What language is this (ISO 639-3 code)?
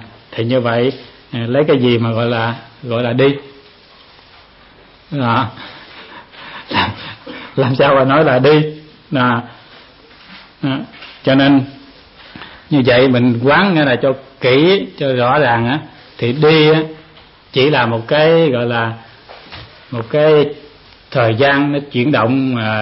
vie